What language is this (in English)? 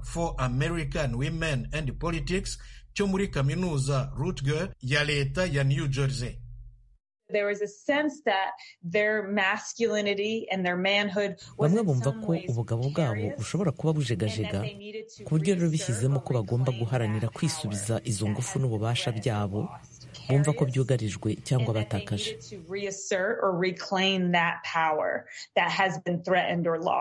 Kinyarwanda